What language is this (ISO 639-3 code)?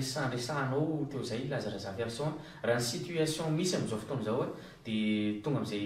mlg